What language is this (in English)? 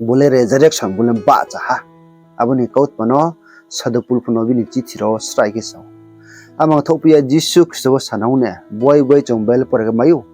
Riang (India)